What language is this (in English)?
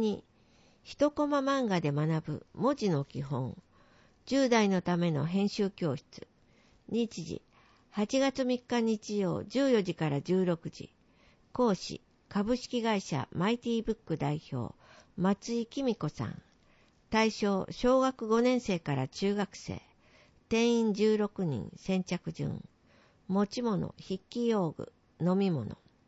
Japanese